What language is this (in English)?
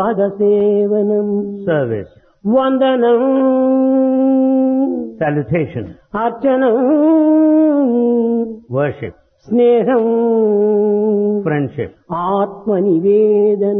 Telugu